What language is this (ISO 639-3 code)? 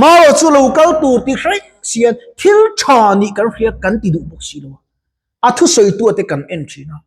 lus